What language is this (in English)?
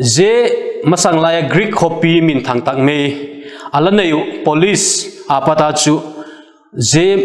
Vaiphei